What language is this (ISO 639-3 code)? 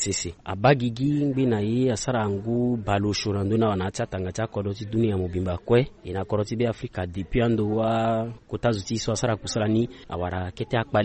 sag